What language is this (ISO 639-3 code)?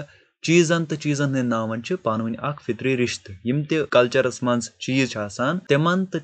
kas